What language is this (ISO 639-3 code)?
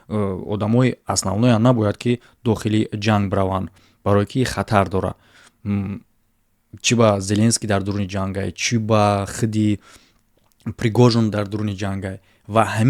tgk